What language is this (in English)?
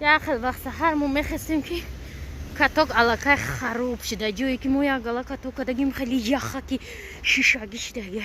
Tajik